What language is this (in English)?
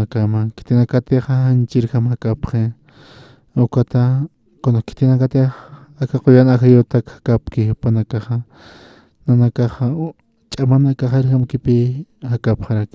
Aymara